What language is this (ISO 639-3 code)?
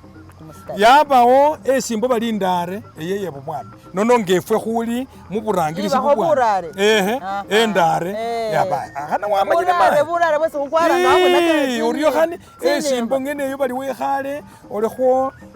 myx